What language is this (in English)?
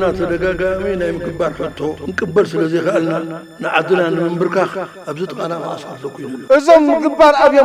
Tigrinya